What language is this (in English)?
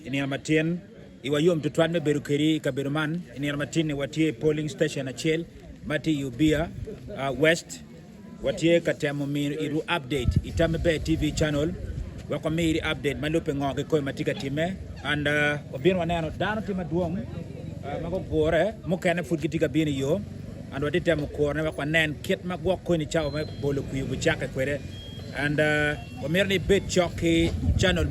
Acoli